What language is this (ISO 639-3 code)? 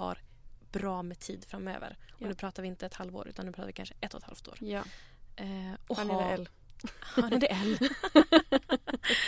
swe